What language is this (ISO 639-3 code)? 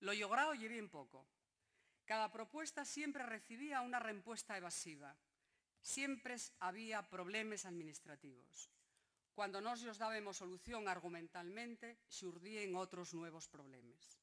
ast